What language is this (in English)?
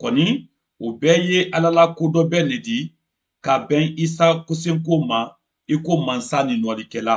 Mandingo